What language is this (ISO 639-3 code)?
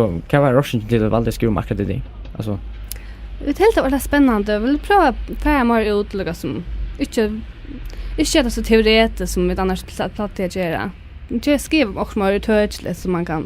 fao